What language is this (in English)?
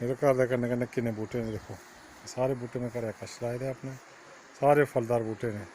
Dogri